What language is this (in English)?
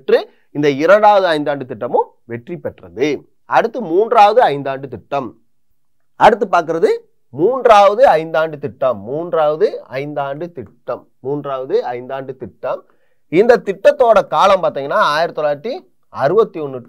Tamil